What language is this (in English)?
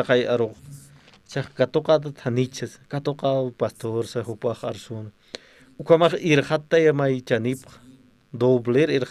Aymara